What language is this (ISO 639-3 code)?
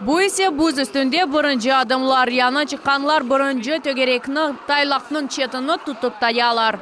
crh